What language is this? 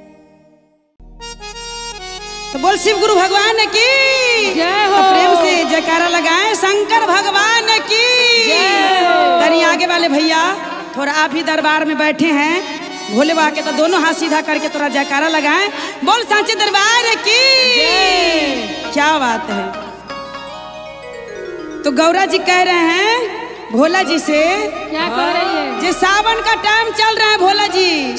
Bhojpuri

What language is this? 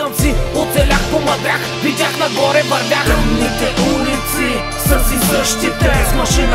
Bulgarian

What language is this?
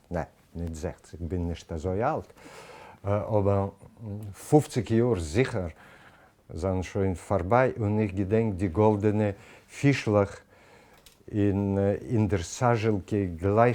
Yiddish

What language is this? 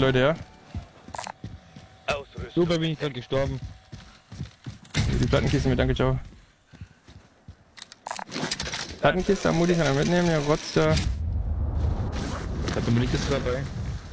German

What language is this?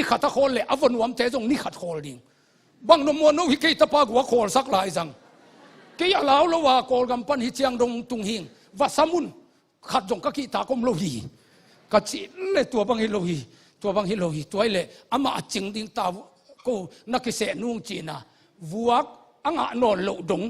Tedim Chin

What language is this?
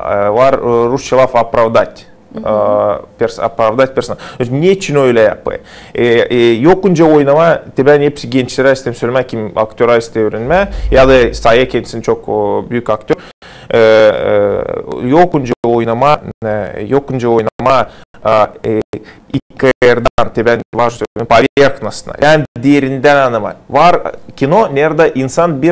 Gagauz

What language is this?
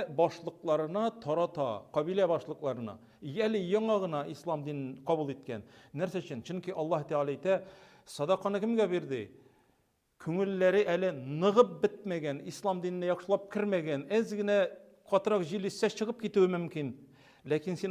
Tatar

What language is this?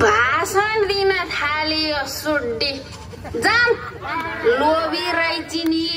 Nepali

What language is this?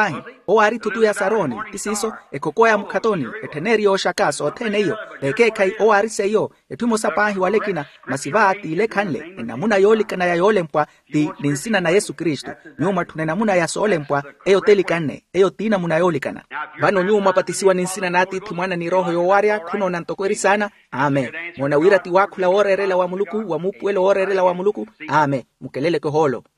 Makhuwa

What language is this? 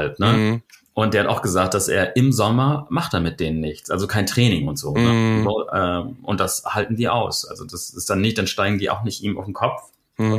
German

